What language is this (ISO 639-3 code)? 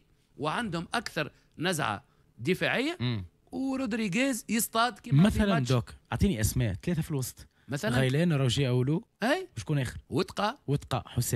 aeb